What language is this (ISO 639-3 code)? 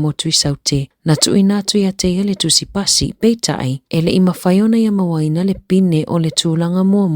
smo